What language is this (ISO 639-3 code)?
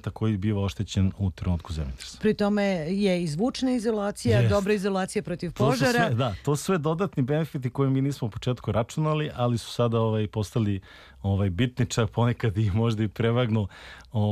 srp